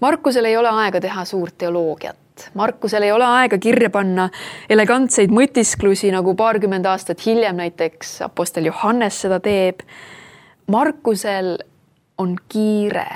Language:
Estonian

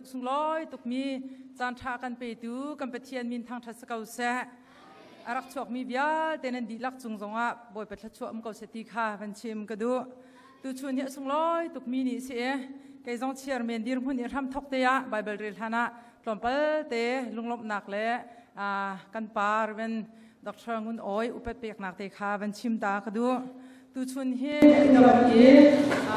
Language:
Hakha Chin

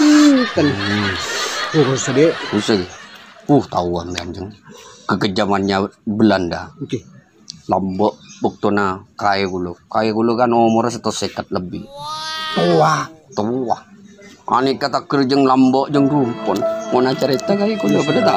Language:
Madurese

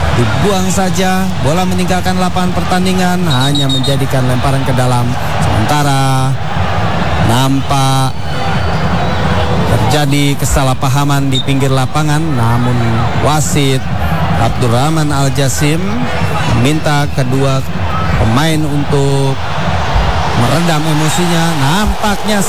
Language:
Indonesian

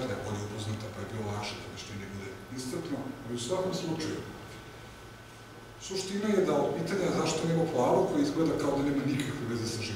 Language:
Serbian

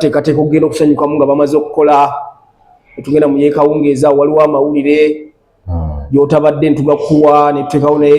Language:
Ganda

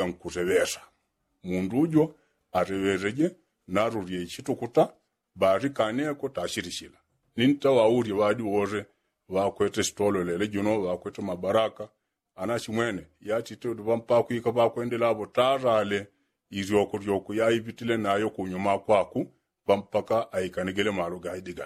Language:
Yao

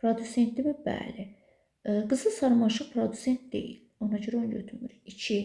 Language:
Azerbaijani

